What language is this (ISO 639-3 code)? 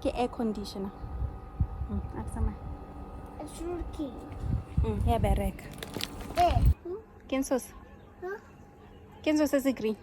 tsn